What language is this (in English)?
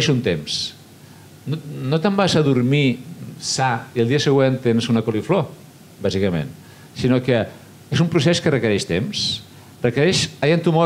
Catalan